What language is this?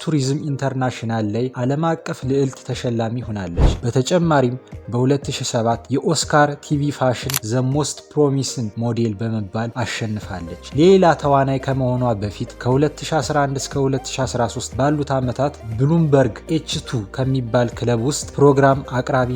Amharic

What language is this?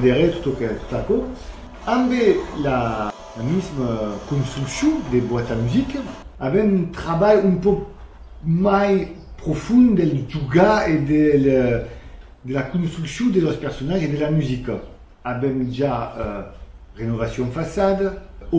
Occitan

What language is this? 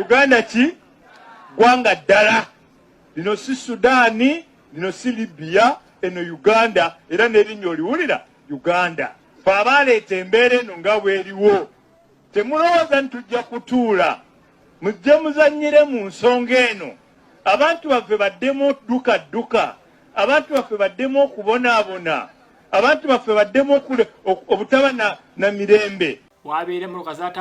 Ganda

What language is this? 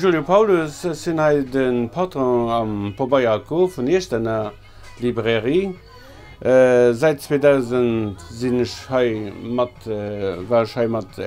Luxembourgish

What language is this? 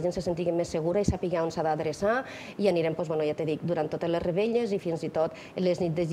Catalan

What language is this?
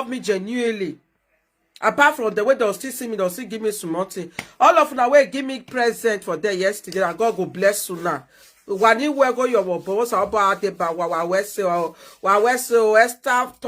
Nigerian Pidgin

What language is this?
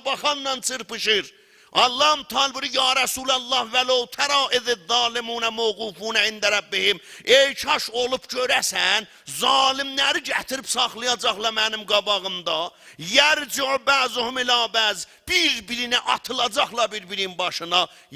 South Azerbaijani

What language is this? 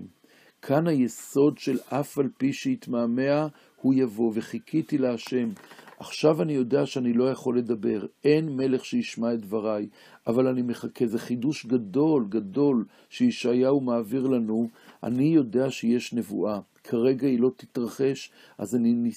Hebrew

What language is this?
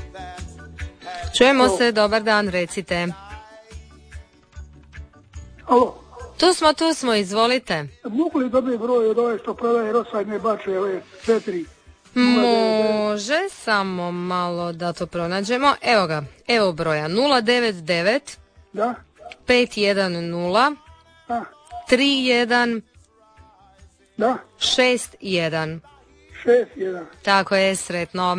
Croatian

